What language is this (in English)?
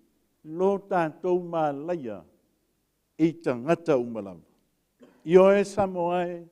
Samoan